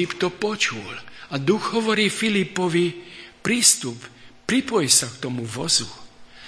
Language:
Slovak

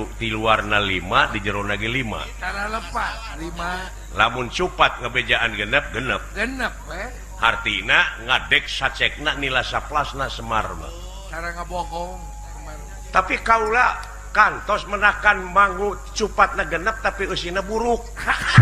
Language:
Sundanese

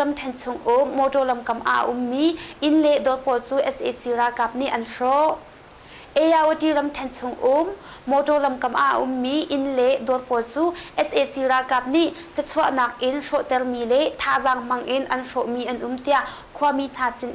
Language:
Hakha Chin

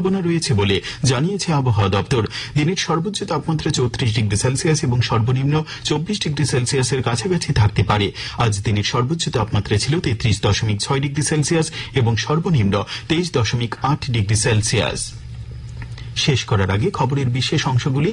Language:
Bangla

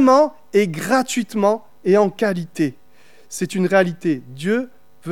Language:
French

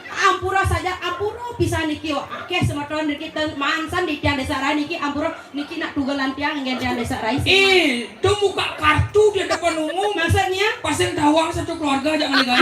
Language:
Balinese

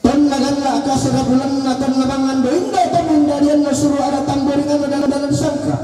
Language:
Toraja-Sa'dan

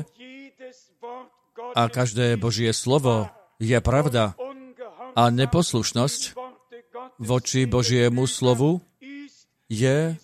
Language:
Slovak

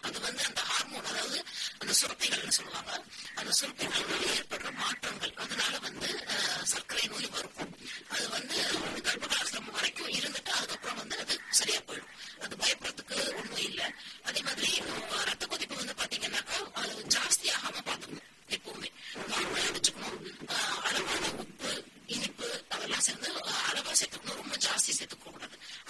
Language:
Tamil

